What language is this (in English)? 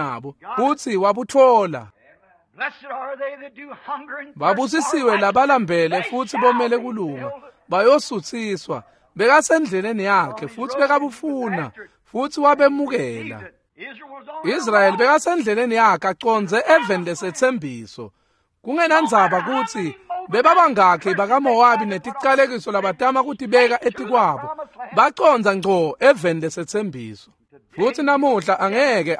Swati